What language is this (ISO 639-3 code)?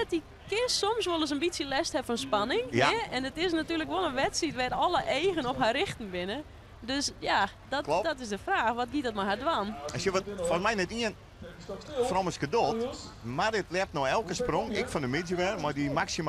fry